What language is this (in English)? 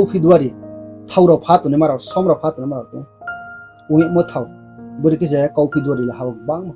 Riang (India)